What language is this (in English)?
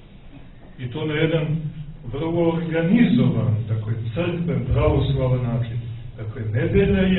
Serbian